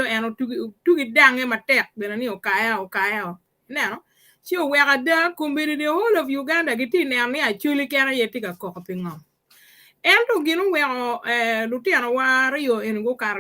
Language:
Acoli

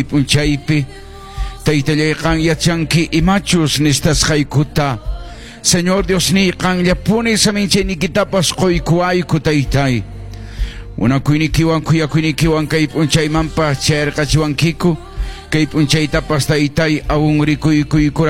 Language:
Quechua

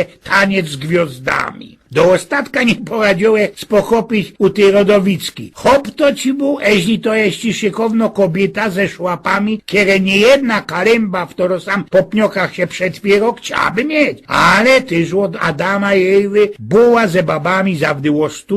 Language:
Silesian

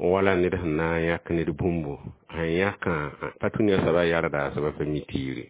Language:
Mossi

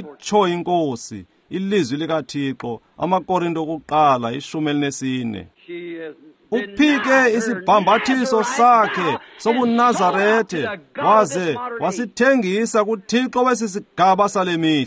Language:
Xhosa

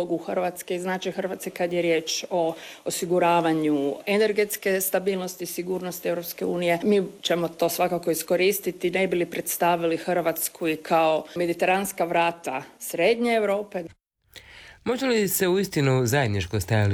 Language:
Croatian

